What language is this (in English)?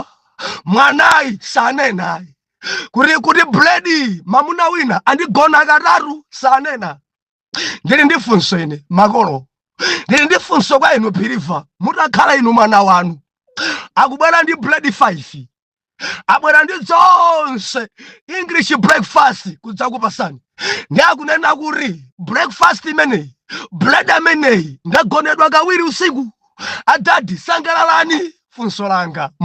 Nyanja